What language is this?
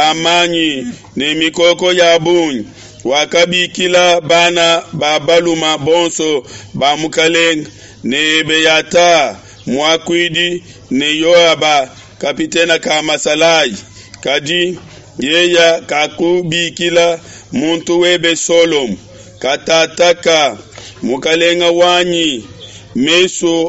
Luba-Lulua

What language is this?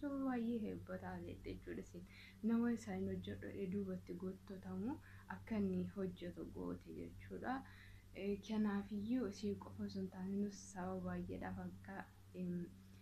Oromo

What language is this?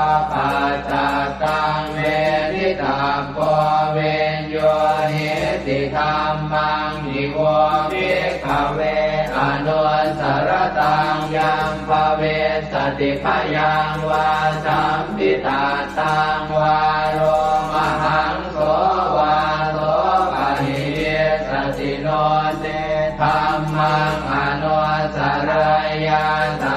Pali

